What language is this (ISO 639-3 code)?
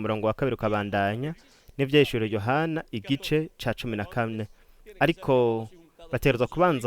run